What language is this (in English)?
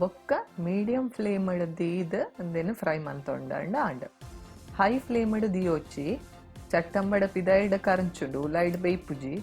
Tulu